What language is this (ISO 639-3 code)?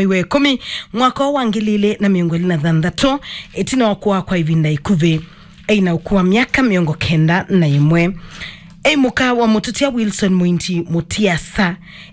kam